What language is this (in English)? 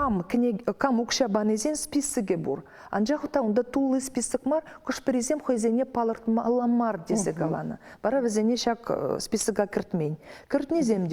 Chuvash